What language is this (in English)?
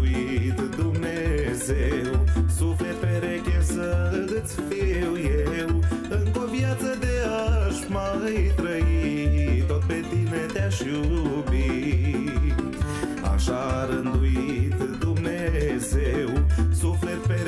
Romanian